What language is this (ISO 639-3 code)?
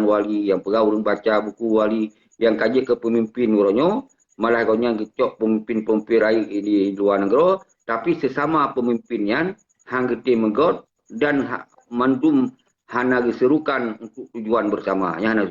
ace